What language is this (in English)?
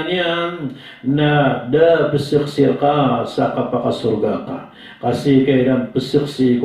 Maranao